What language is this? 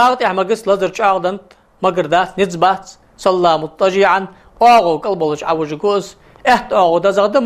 Ingush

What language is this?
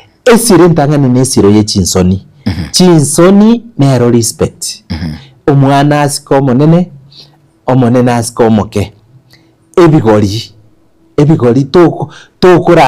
Gusii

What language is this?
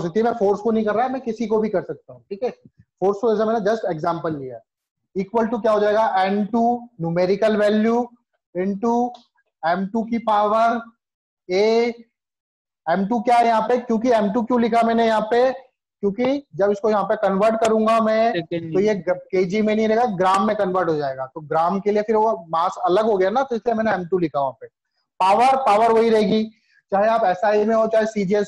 Hindi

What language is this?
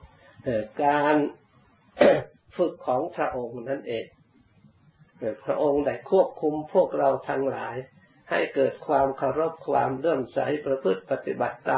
Thai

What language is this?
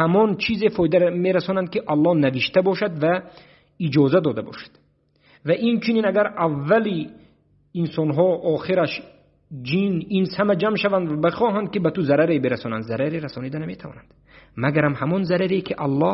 Tajik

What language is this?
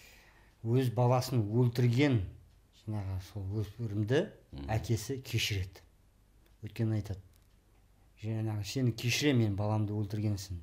Kazakh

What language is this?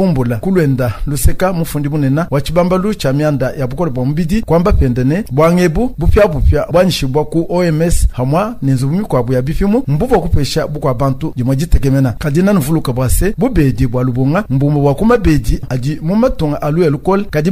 Luba-Lulua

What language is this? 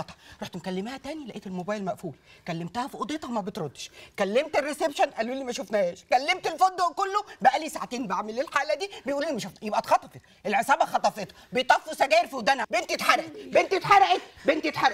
Egyptian Arabic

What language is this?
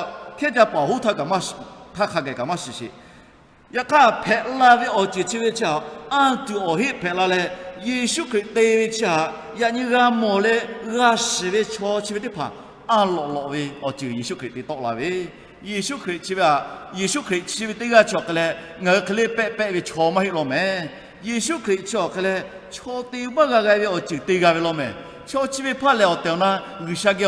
Lahu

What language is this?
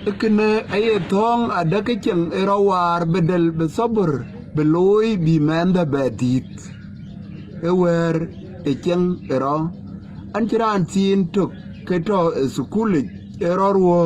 Dinka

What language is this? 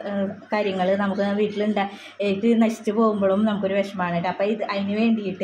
Malayalam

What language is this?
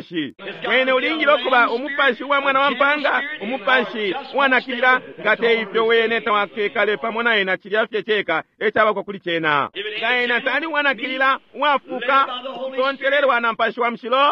Bemba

